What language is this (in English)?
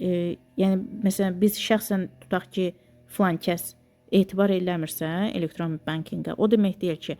Azerbaijani